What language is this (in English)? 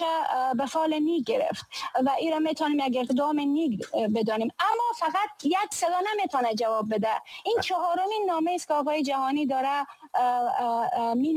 Persian